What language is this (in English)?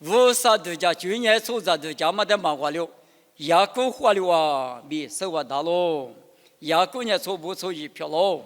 Lisu